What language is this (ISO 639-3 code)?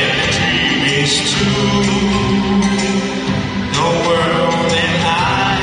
ton